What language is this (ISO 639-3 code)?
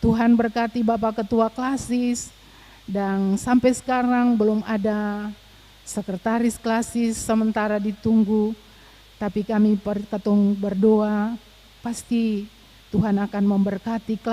abs